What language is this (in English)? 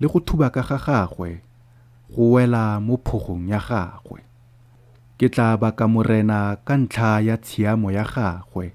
Tswana